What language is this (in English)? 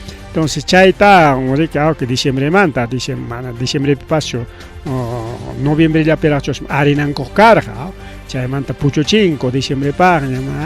Ayacucho Quechua